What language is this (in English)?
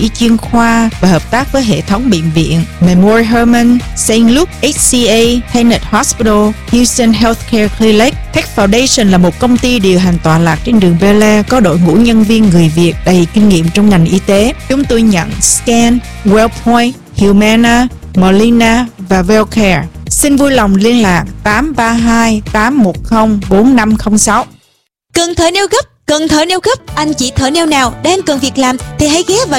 Vietnamese